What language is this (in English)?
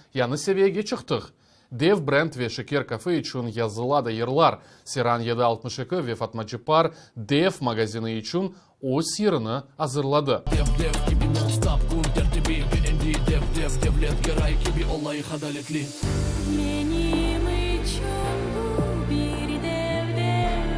Crimean Tatar